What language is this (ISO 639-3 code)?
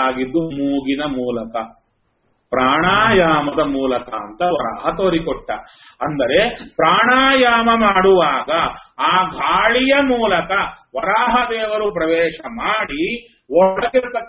kan